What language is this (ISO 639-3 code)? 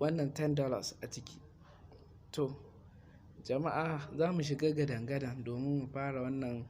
hau